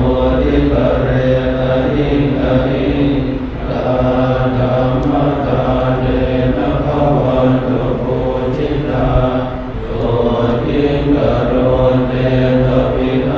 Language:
Pali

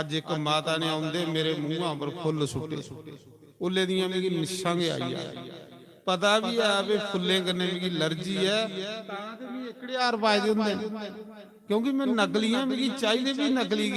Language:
Dogri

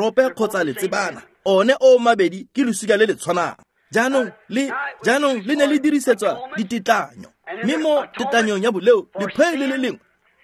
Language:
Tswana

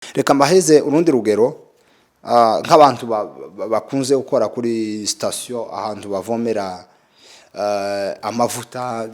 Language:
Kinyarwanda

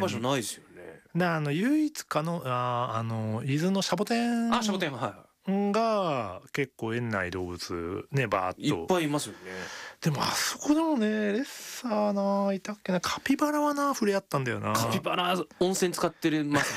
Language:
Japanese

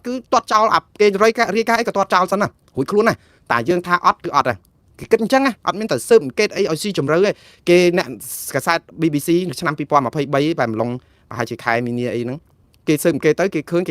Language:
Khmer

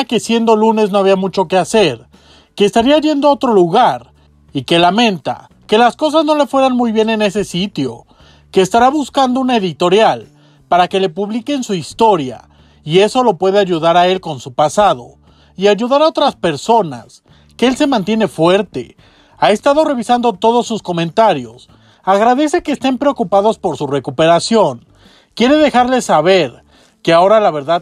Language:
Spanish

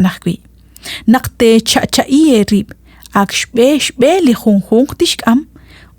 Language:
Kekchí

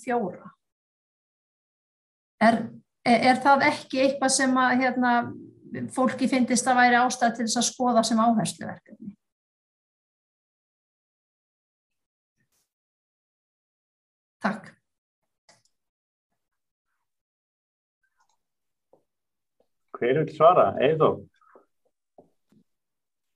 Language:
Icelandic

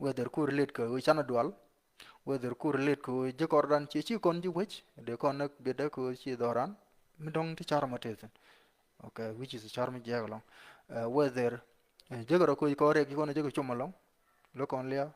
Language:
Nuer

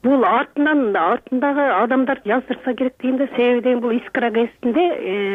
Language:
Kyrgyz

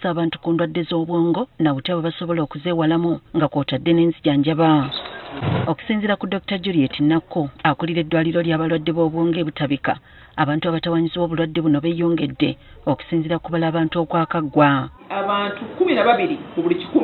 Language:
Ganda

